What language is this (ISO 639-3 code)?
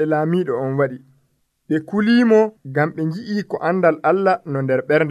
fuv